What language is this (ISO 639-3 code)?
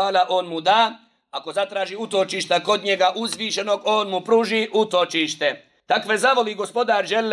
bos